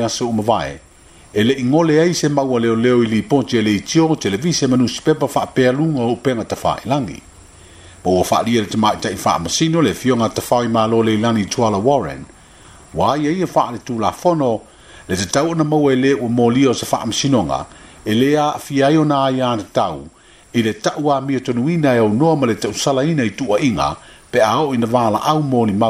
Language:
Samoan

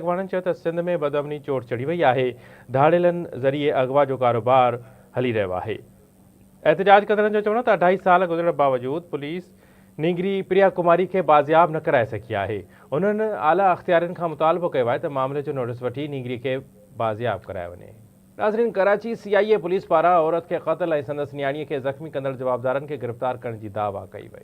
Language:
Sindhi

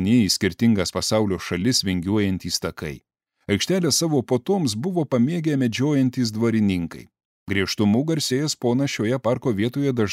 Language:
Lithuanian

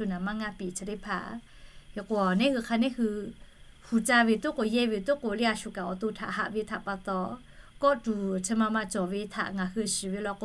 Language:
Lahu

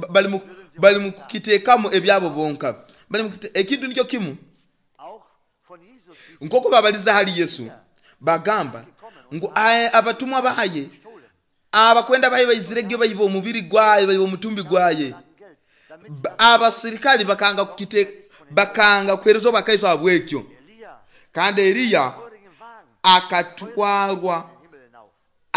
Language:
Nyoro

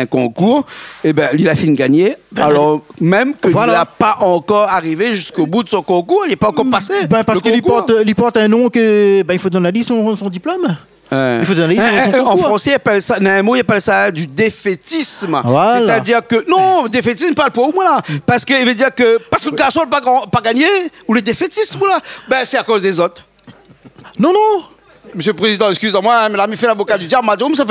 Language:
Réunion Creole French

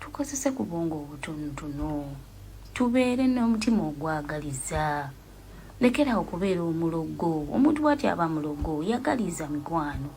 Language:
Ganda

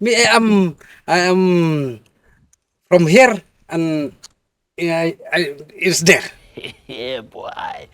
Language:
Khasi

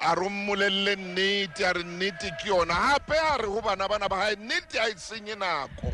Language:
Southern Sotho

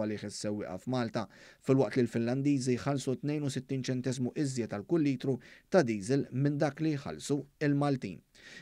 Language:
Maltese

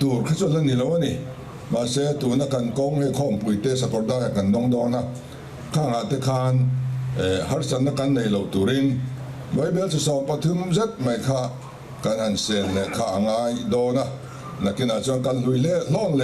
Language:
Mizo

